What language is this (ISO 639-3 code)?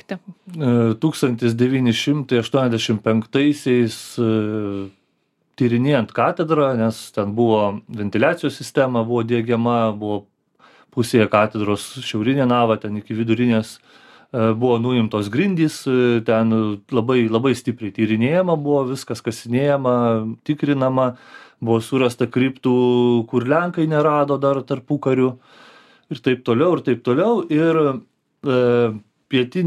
lit